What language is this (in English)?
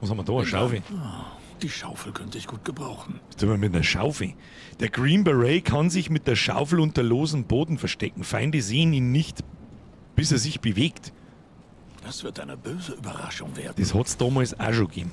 Bavarian